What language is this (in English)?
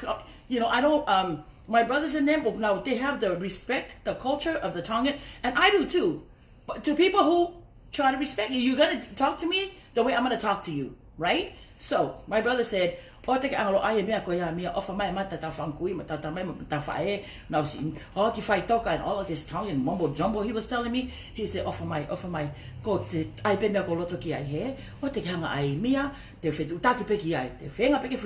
Tongan